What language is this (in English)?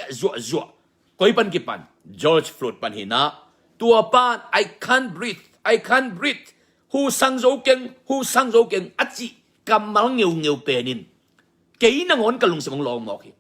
Tedim Chin